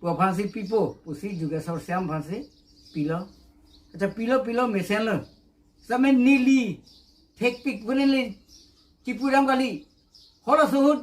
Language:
Karbi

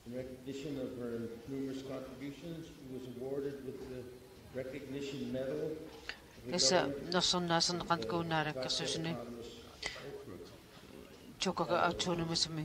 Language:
Kalaallisut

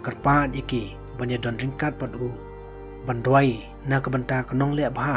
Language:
Khasi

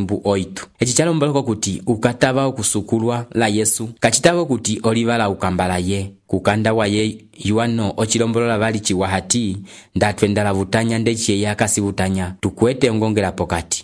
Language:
Umbundu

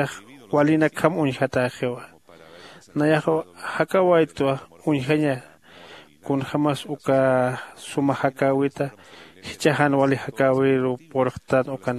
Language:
Aymara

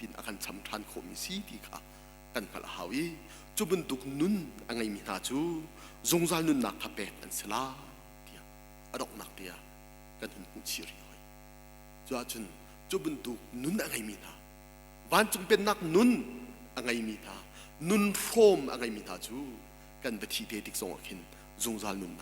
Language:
Hakha Chin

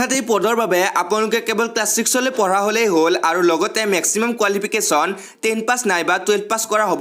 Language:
Assamese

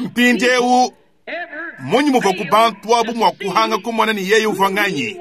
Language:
Luba-Lulua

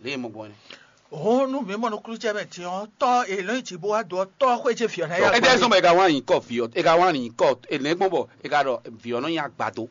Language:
Fon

